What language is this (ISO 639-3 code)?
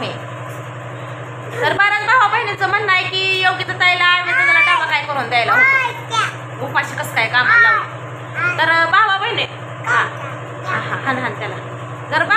mar